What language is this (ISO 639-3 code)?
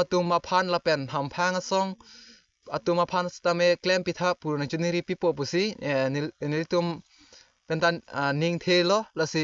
mjw